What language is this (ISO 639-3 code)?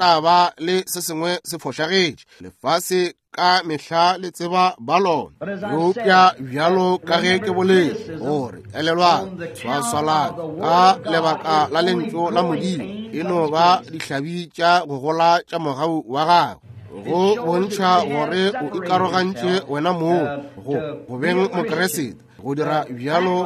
nso